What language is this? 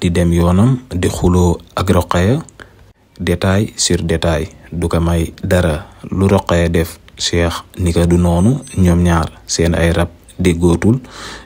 Wolof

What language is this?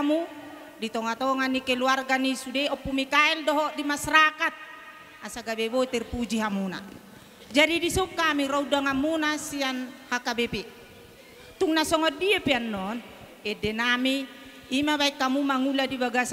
Batak Toba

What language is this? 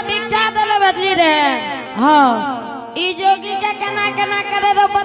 Angika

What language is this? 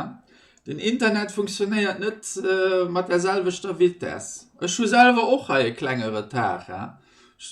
Luxembourgish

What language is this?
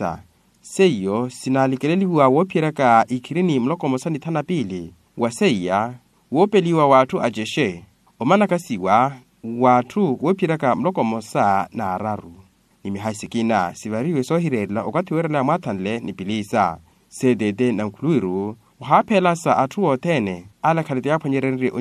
Makhuwa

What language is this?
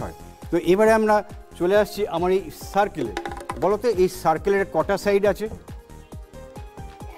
Bangla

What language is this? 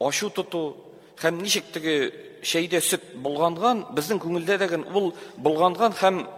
Tatar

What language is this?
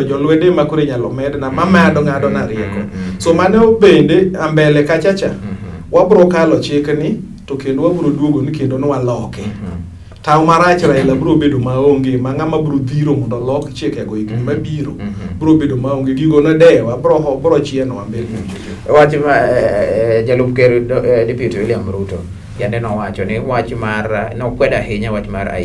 Luo (Kenya and Tanzania)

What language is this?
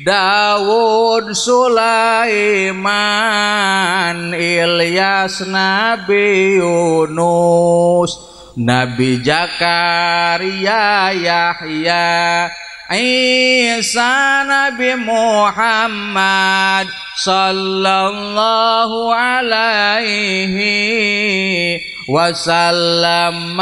Sundanese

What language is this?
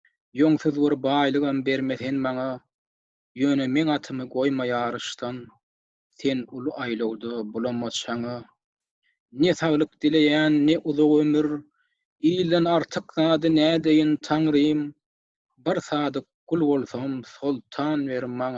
Turkmen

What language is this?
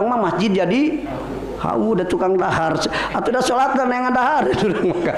Sundanese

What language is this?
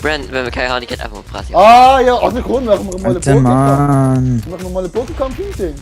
Swiss German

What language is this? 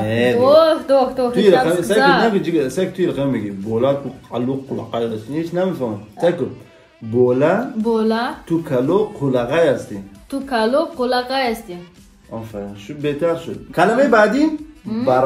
Persian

